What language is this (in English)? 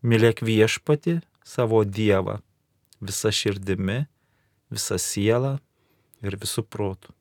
Lithuanian